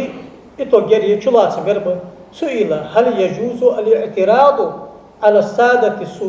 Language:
Ingush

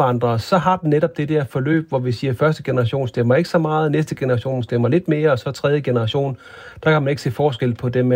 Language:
Danish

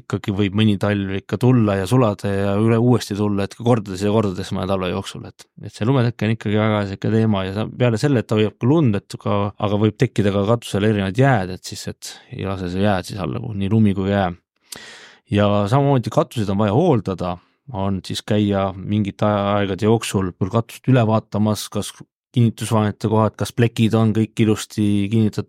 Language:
Estonian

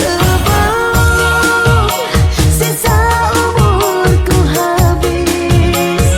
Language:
Betawi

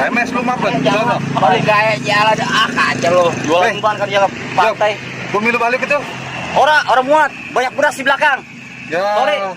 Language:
Betawi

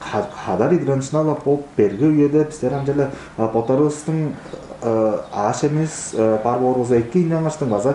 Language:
Tuvinian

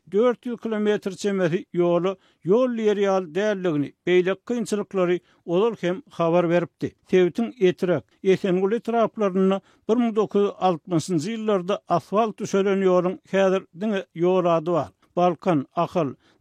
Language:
Turkmen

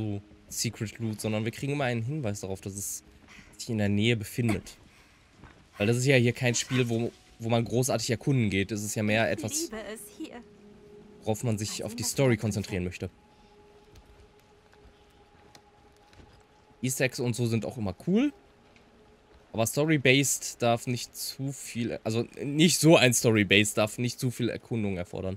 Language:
German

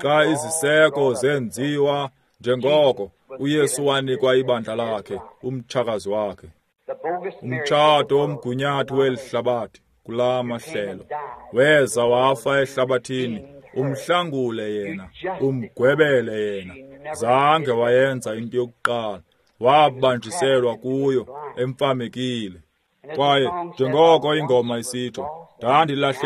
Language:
Xhosa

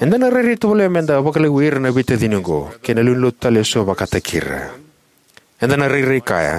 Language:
Fijian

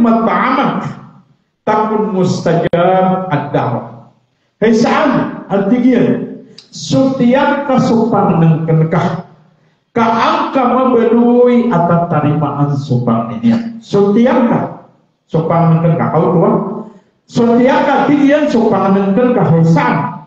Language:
Maranao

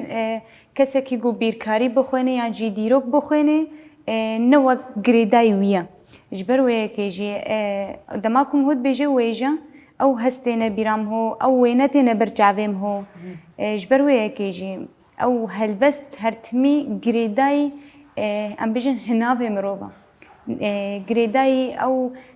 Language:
Kurdish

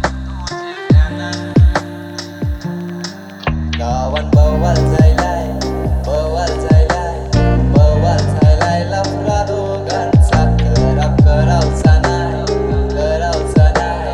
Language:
Marathi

